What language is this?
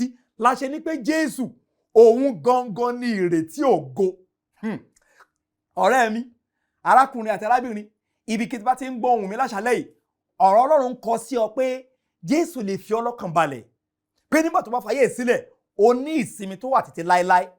Yoruba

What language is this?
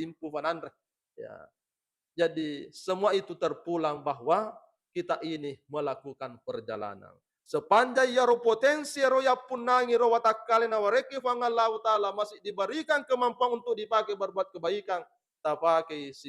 Buginese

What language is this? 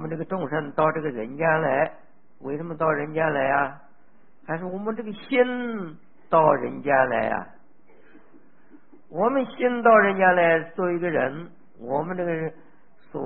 Chinese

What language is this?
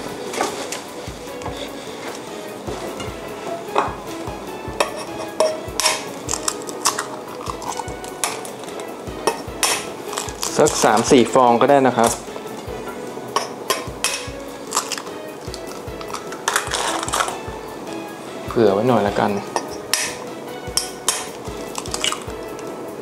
Thai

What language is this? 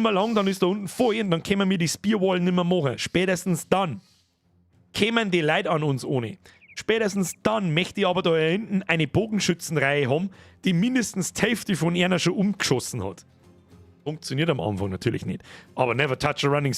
Bavarian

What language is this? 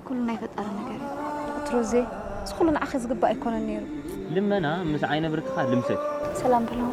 Tigrinya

